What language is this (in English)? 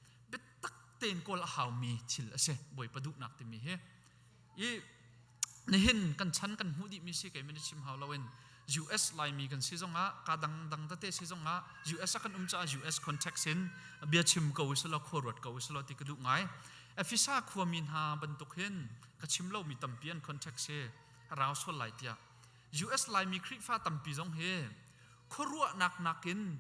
Hakha Chin